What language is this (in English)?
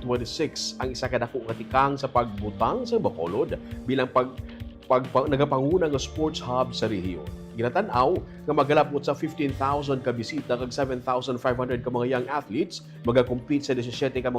Hiligaynon